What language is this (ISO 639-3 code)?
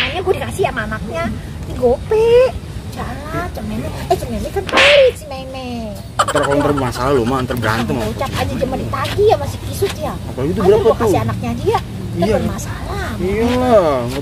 bew